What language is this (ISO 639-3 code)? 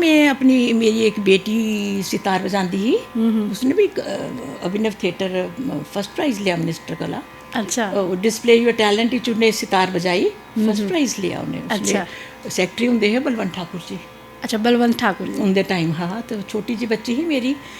doi